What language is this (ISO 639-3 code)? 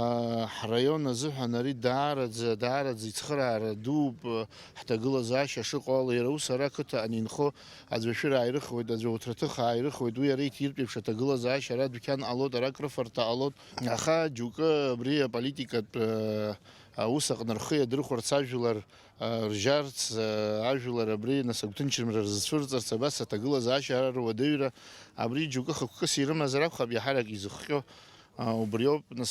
abk